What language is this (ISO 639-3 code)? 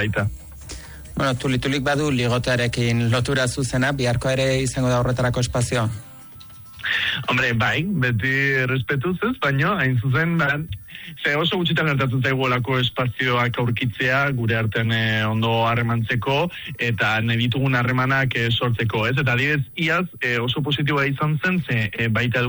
eus